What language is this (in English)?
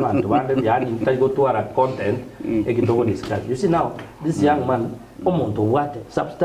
Gusii